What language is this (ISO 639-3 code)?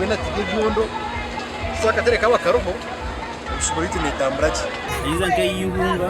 nyn